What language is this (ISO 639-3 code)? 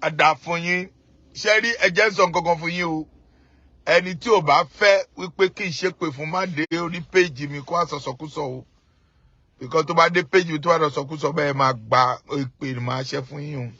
yor